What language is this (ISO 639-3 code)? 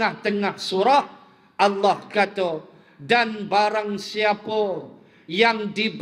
msa